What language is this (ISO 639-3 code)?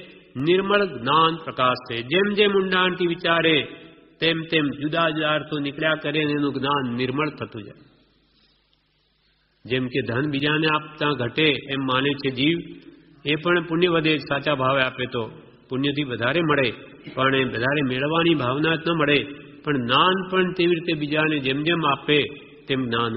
guj